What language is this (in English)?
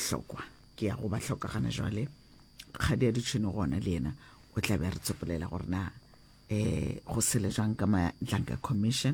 Northern Sotho